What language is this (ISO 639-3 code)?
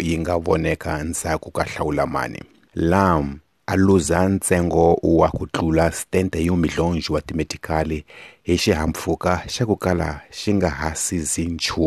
tso